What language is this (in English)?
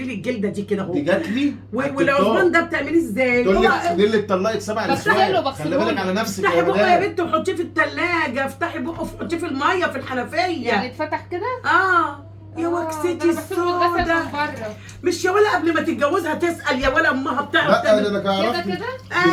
Egyptian Arabic